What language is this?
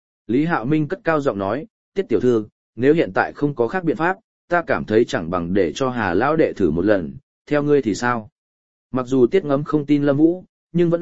Vietnamese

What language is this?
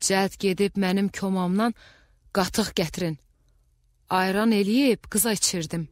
Azerbaijani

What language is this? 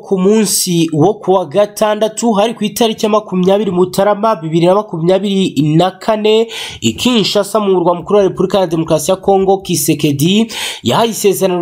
Kinyarwanda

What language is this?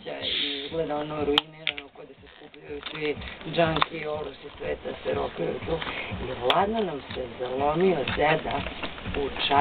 Serbian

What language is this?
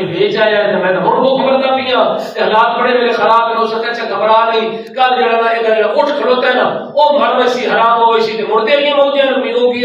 Saraiki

